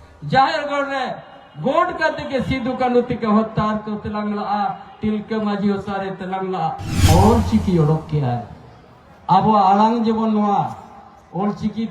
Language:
Santali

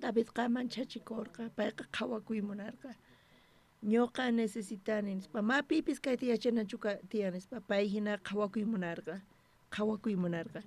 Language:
South Bolivian Quechua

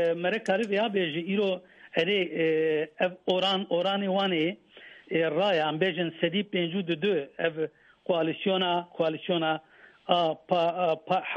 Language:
Kurdish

